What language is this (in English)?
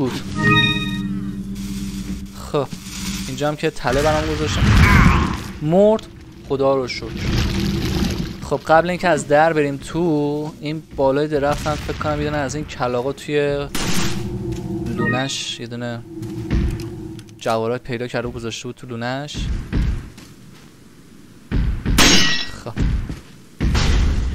Persian